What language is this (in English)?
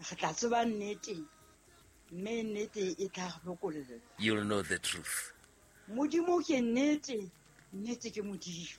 Southern Sotho